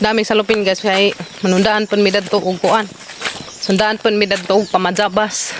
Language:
Cebuano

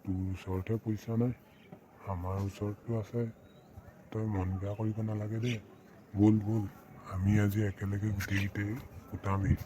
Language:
Assamese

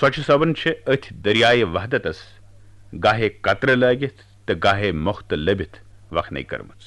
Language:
Kashmiri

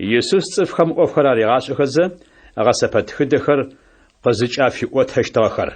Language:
Adyghe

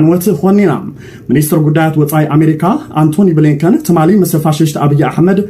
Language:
Tigrinya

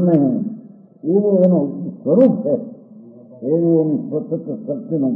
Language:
Gujarati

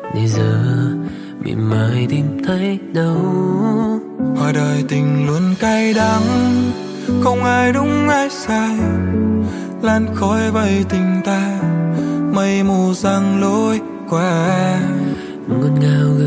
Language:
Vietnamese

